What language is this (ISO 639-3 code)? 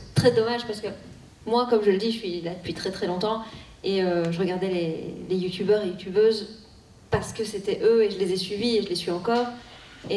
fra